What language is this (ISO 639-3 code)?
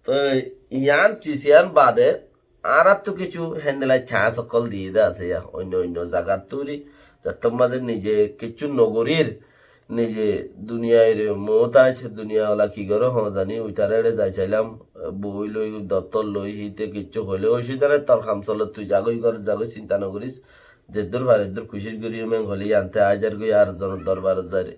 rhg